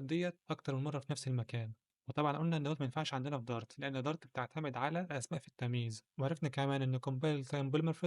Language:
Egyptian Arabic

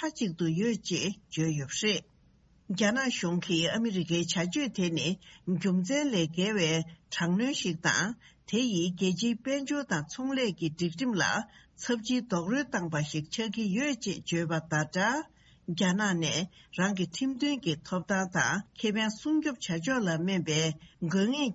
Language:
Tibetan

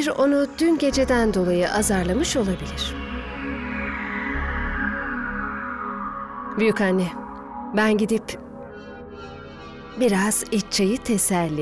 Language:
Turkish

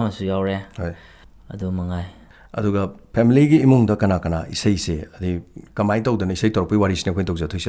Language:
Manipuri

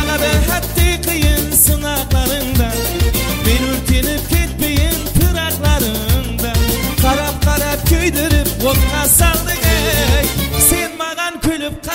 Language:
Kara-Kalpak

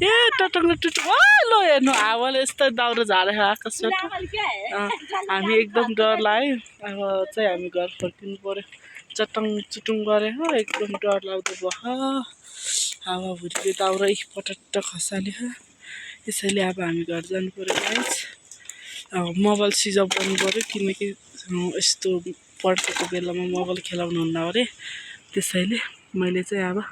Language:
Nepali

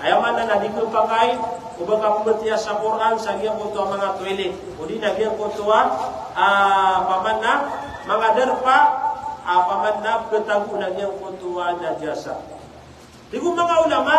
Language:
Maranao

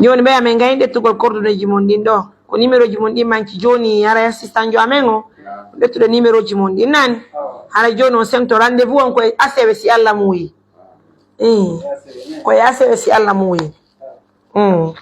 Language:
Pular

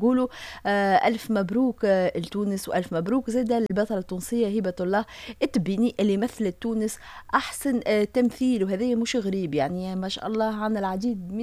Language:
Tunisian Arabic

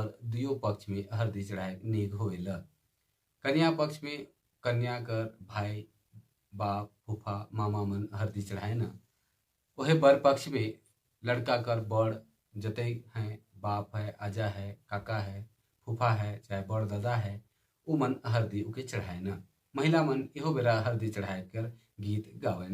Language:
Sadri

